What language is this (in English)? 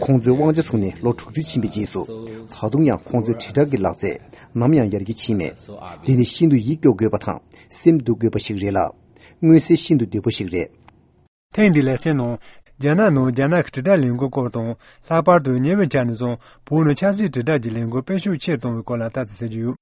Tibetan